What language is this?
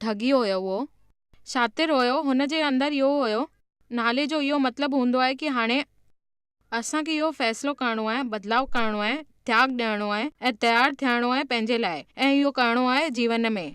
Sindhi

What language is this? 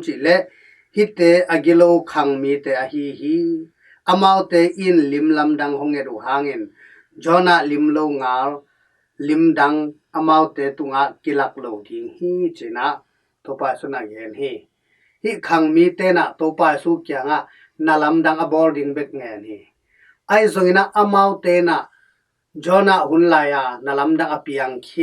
Tedim Chin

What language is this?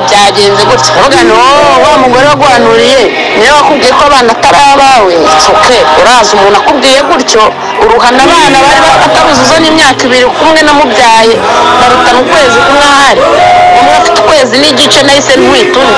Kinyarwanda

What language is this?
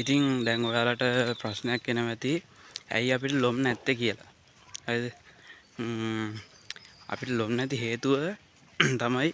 Sinhala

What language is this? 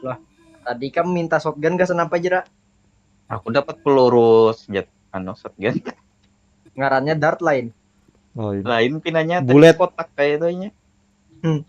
Banjar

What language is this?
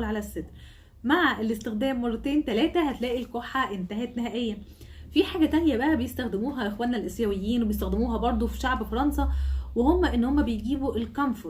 Egyptian Arabic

